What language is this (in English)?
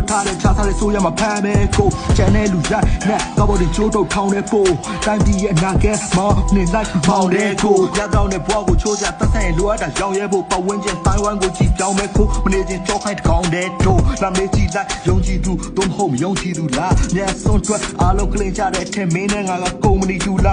Burmese